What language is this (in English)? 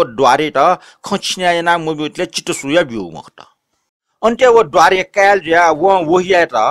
Newari